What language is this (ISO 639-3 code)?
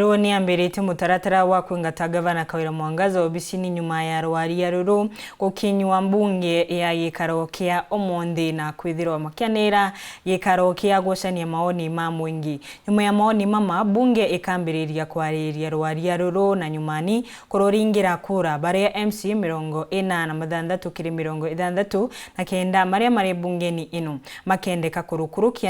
mer